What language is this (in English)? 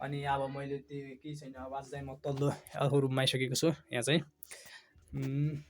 Nepali